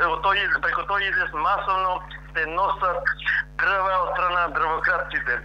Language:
Macedonian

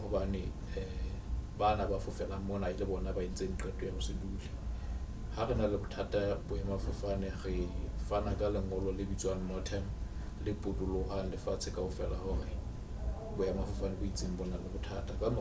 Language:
Southern Sotho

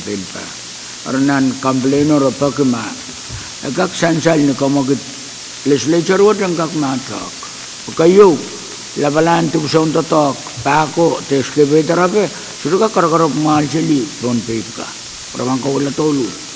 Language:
Pohnpeian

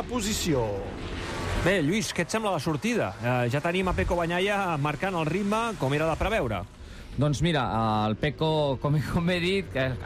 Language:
Catalan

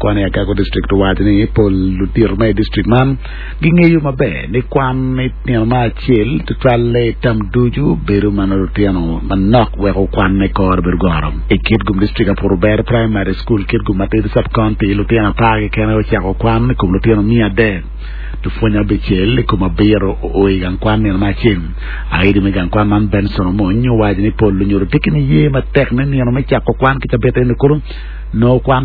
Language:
Acoli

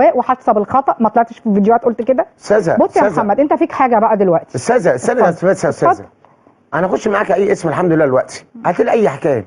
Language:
Egyptian Arabic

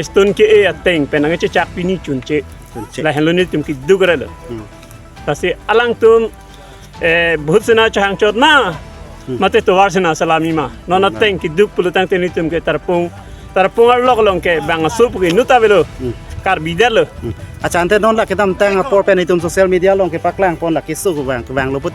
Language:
Karbi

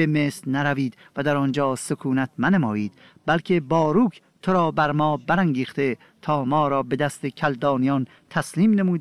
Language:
Persian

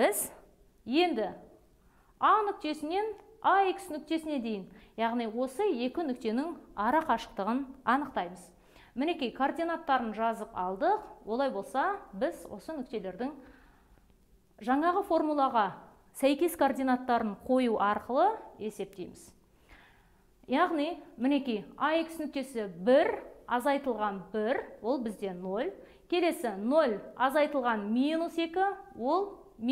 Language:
Kazakh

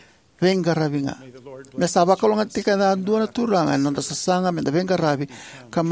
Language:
Fijian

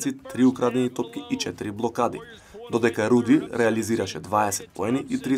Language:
Macedonian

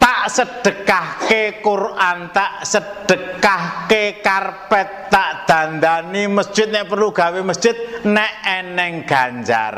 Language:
Javanese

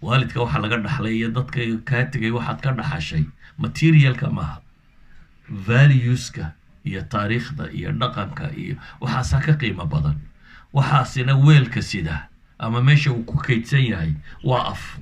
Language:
Somali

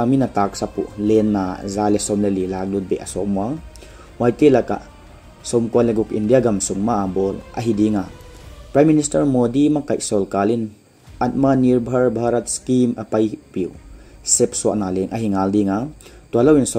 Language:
Paite Chin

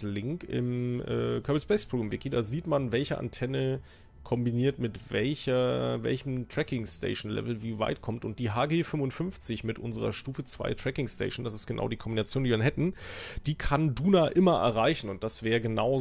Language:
German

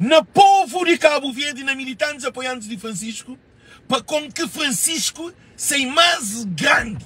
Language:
Kabuverdianu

